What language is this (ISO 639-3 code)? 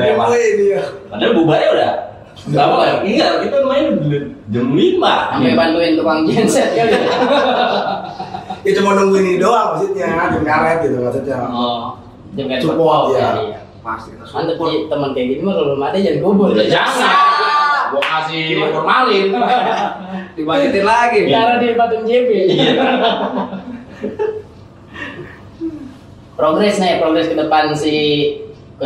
ind